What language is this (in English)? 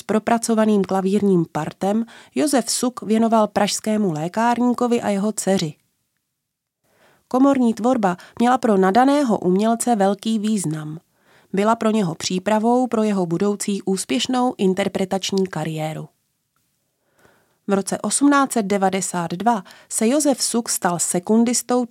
Czech